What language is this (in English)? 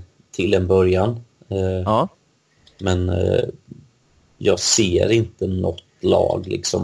Swedish